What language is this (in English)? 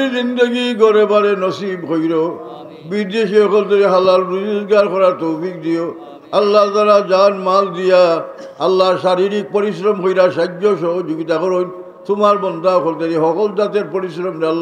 Sylheti